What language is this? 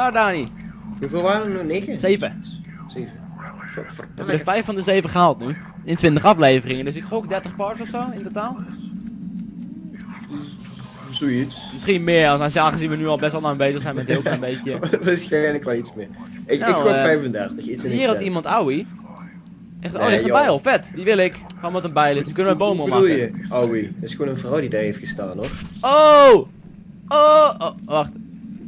Dutch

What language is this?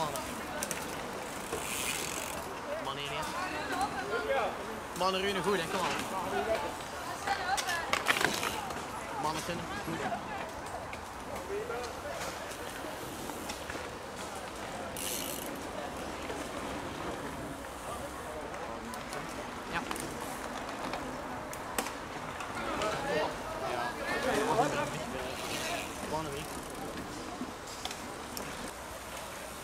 Dutch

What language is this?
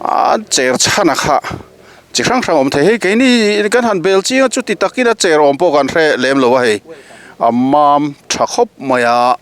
Mizo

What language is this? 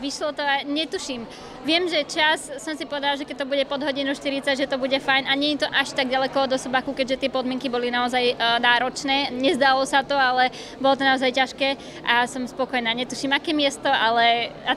Slovak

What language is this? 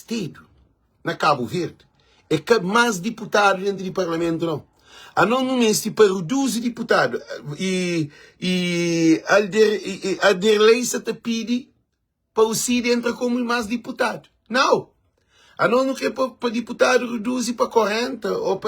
Kabuverdianu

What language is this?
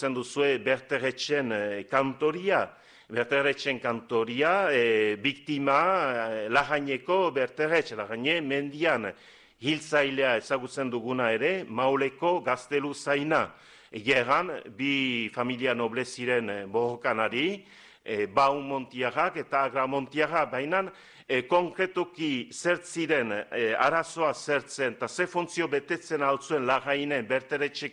Basque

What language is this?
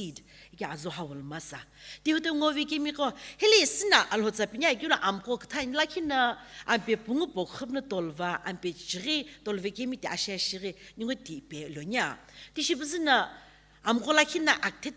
Sumi Naga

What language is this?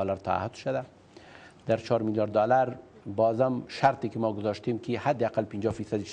Persian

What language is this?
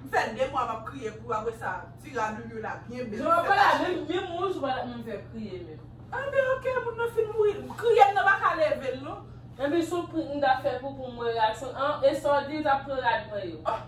Haitian Creole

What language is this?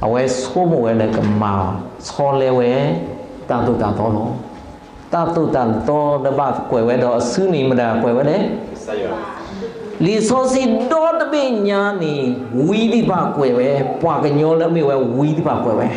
S'gaw Karen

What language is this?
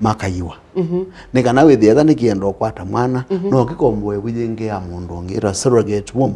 Kamba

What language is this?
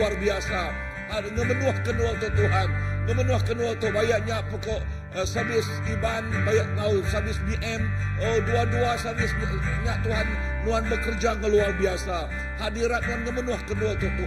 Iban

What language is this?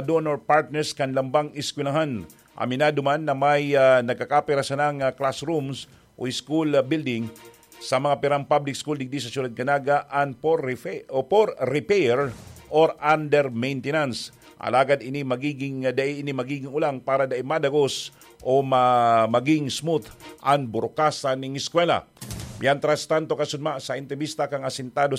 Bikol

